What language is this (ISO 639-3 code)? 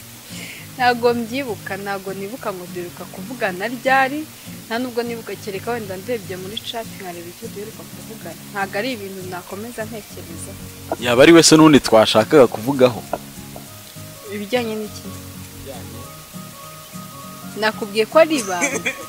kin